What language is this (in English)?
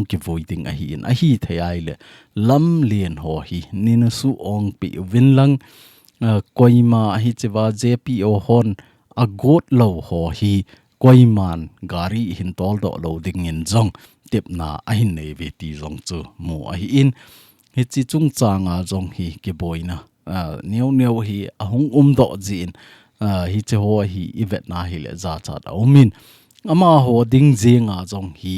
Thado Chin